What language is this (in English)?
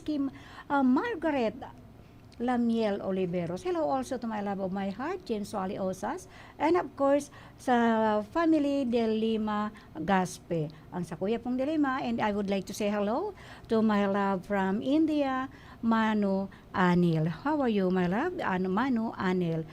Bikol